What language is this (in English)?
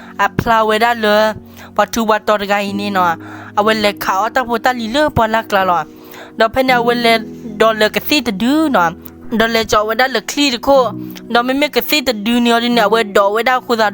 S'gaw Karen